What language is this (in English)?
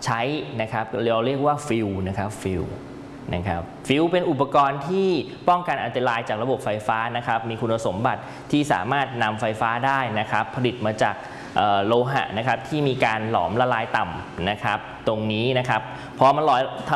Thai